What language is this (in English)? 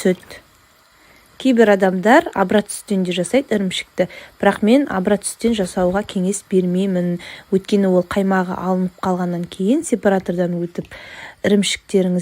Kazakh